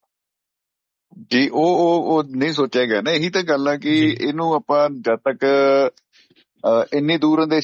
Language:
Punjabi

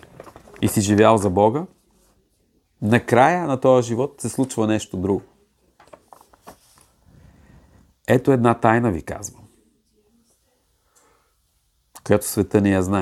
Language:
Bulgarian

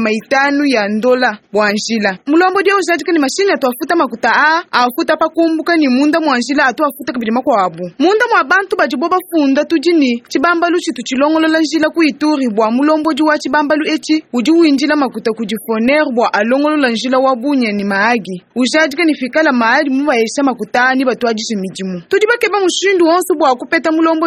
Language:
Luba-Lulua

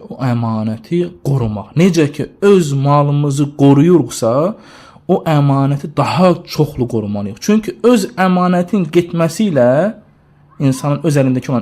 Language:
Azerbaijani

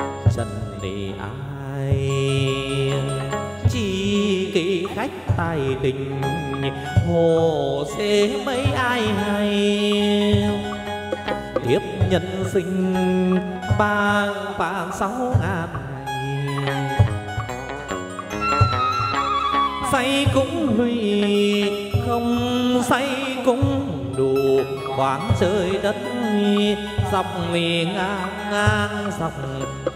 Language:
Vietnamese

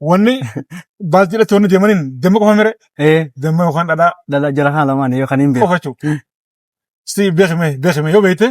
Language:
Oromo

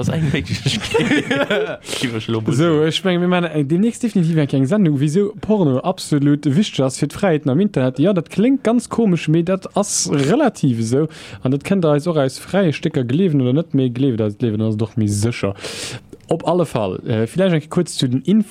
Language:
Luxembourgish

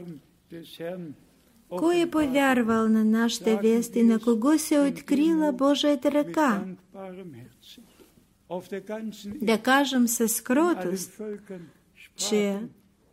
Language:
Bulgarian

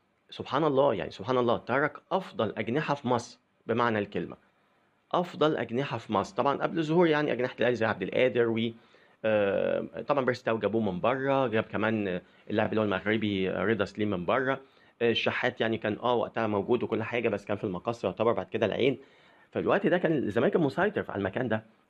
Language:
Egyptian Arabic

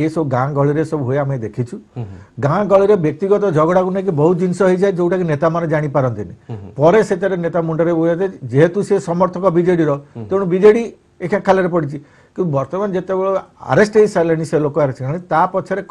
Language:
Odia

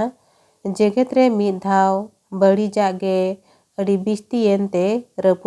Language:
Santali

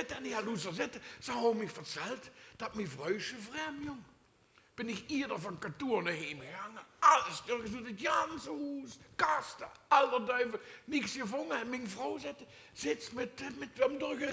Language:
Limburgish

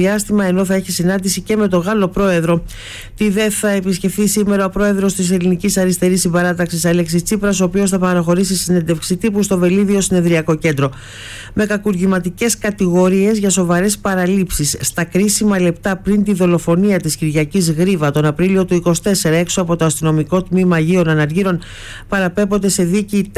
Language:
Greek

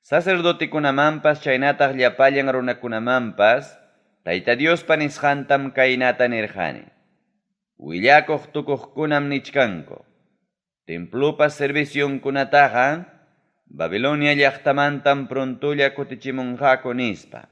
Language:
Ayacucho Quechua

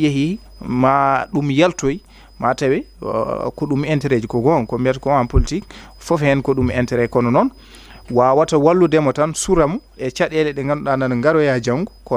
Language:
Fula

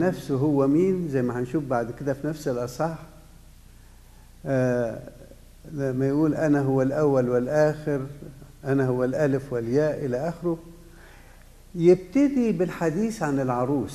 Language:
Egyptian Arabic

